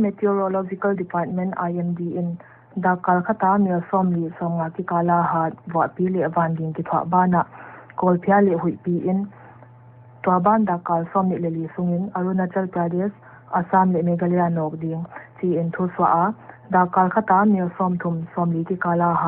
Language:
Paite Chin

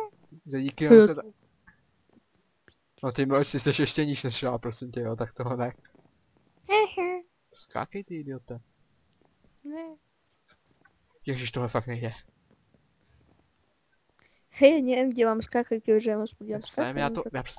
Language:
Czech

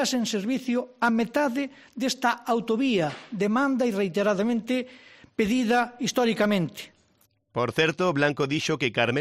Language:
Galician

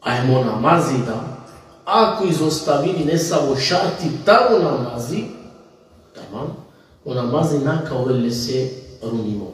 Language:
Balkan Romani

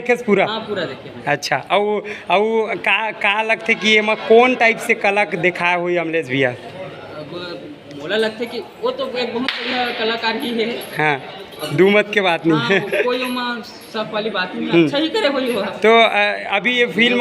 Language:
Chhattisgarhi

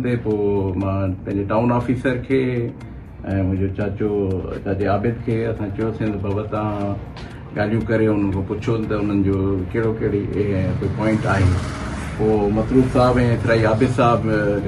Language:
Sindhi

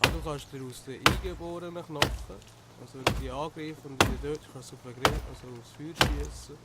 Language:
Swiss German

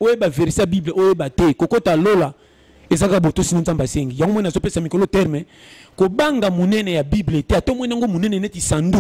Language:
Lingala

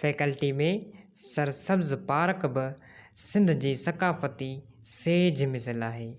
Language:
Sindhi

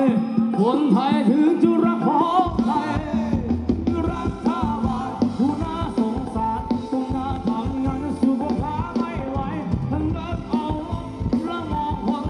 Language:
Thai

